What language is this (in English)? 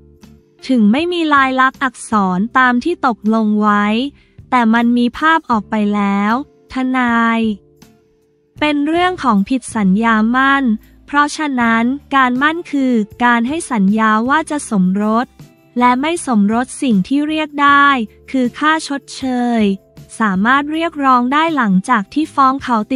Thai